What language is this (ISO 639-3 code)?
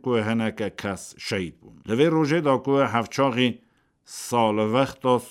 kur